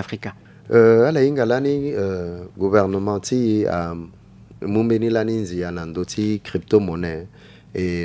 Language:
Sango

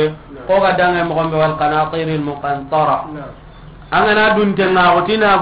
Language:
Soninke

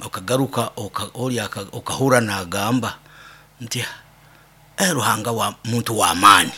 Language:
Nyoro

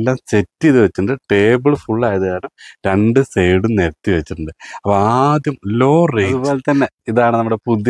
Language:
Malayalam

